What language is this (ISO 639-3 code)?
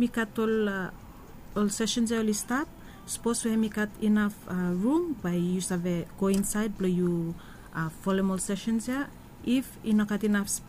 bis